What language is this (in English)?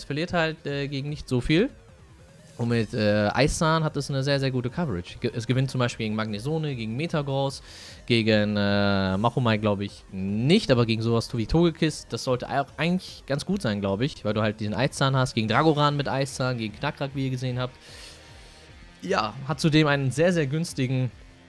German